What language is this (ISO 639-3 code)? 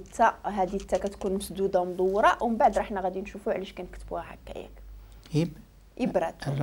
ary